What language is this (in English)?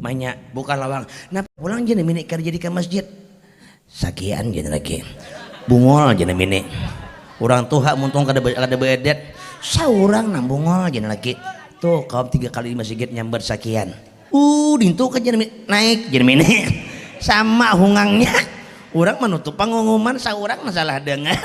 Banjar